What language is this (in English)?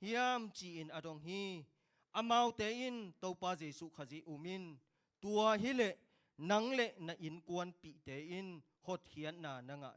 Tedim Chin